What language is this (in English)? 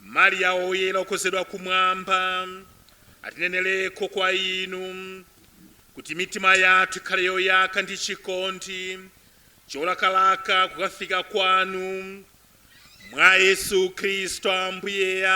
Nyanja